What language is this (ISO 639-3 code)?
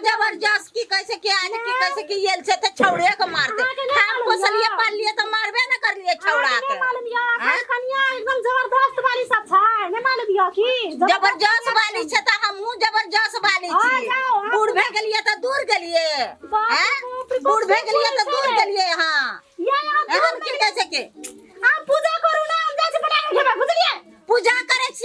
mai